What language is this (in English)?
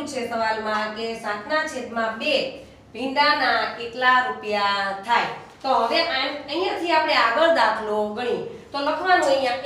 Gujarati